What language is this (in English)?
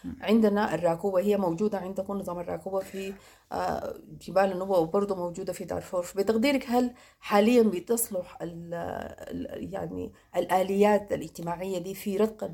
Sudanese Arabic